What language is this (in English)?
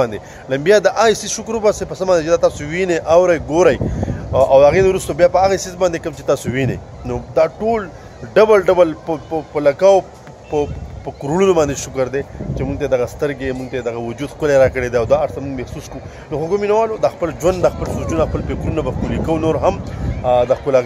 Pashto